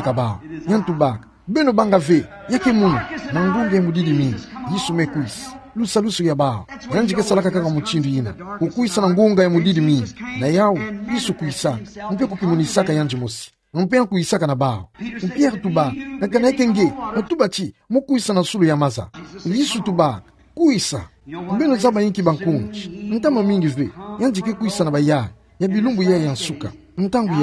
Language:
Kituba (Democratic Republic of Congo)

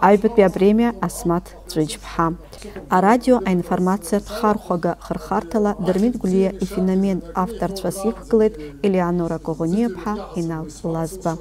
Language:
Abkhazian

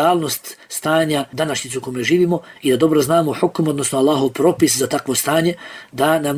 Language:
Bosnian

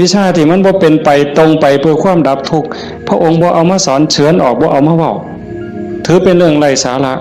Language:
Northeastern Thai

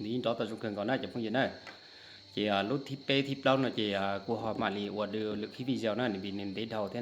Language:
Hmong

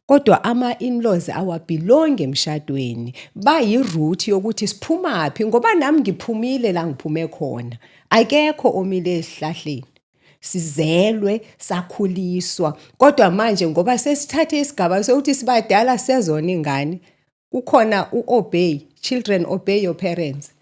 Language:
Zulu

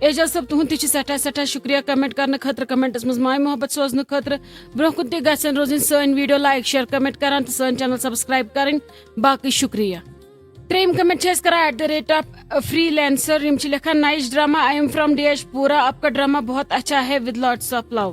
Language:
Kashmiri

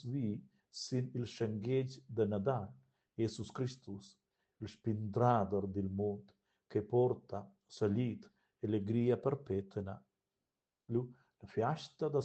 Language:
Romansh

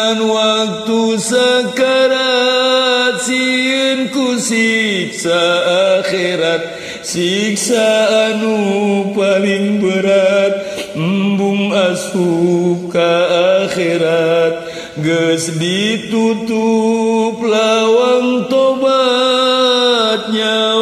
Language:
Sundanese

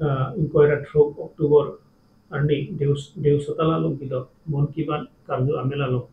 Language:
Karbi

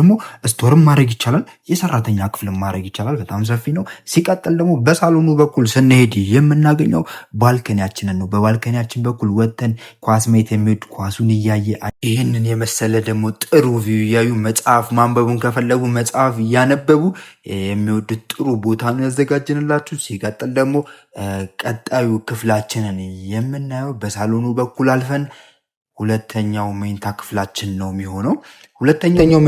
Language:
Amharic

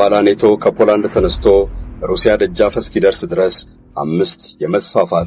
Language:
Amharic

